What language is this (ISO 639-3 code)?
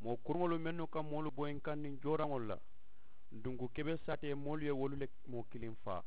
man